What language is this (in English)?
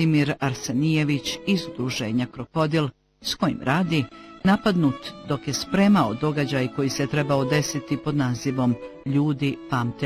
Bosnian